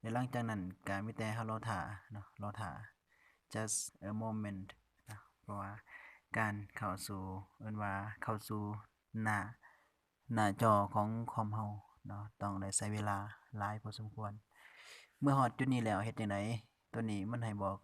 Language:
Lao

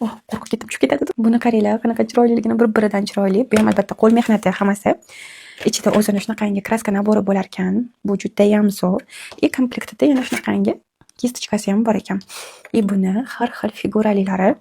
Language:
Uzbek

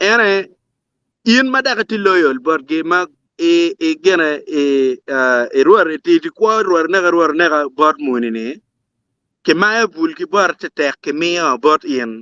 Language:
Acoli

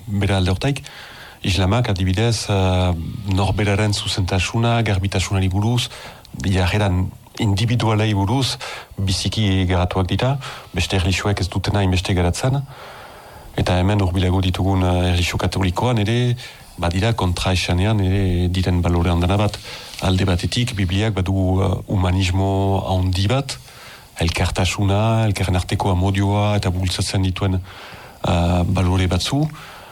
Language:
Basque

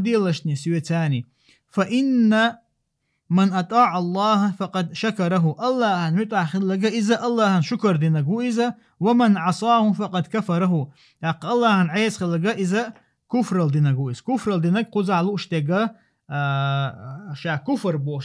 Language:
Chechen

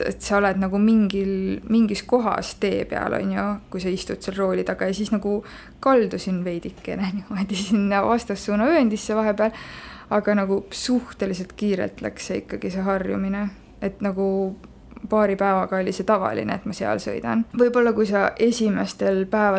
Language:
Estonian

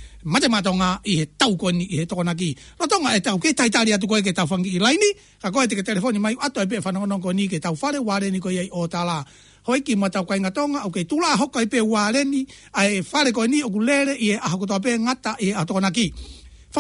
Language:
Tongan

